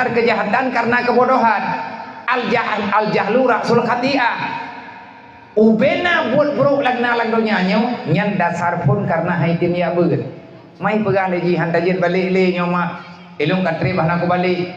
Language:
Achinese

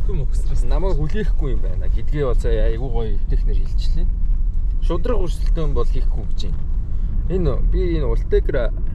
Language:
Mongolian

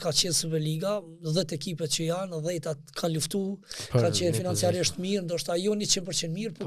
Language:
Albanian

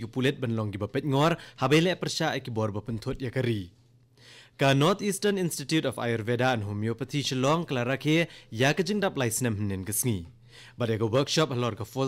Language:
Khasi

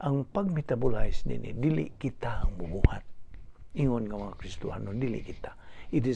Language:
Cebuano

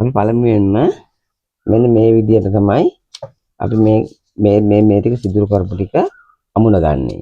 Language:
Sinhala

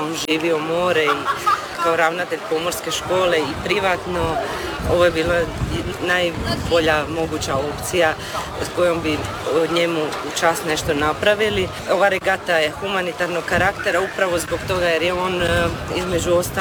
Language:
Croatian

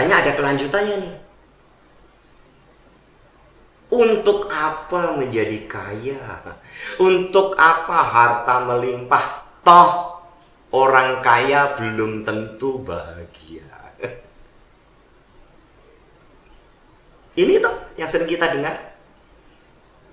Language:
Indonesian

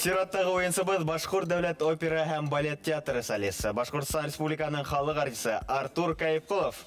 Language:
Bashkir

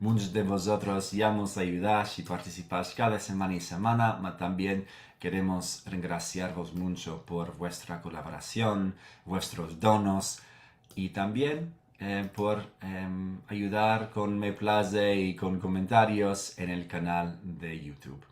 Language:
Ladino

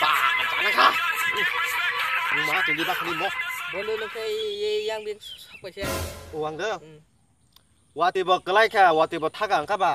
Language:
Kok Borok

